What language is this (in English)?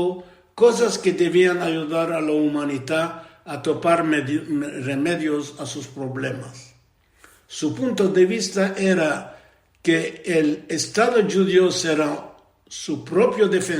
Ladino